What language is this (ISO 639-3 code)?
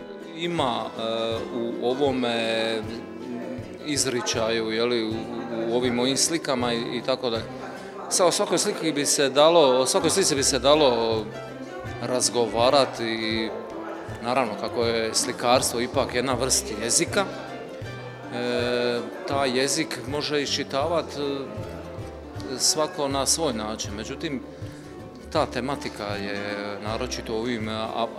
hrv